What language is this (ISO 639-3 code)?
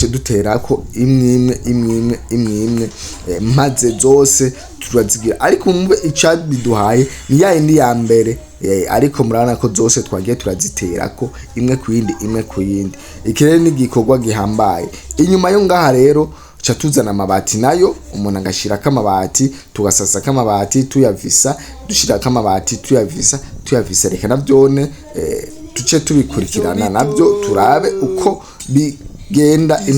run